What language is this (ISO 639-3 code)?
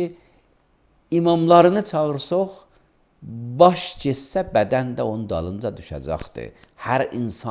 aze